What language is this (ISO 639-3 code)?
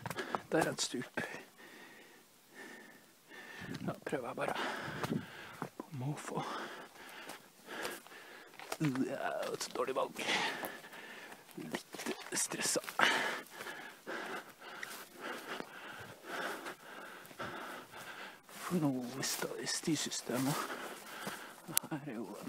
nor